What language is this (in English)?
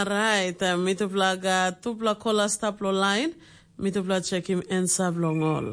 Tok Pisin